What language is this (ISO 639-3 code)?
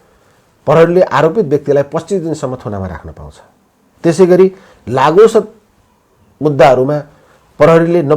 nep